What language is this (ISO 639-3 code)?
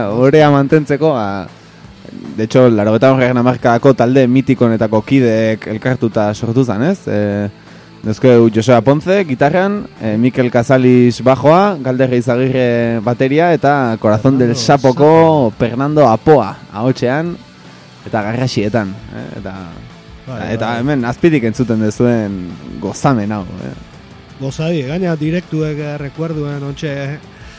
eus